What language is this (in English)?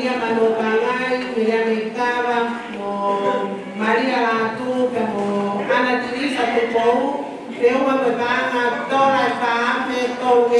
Tongan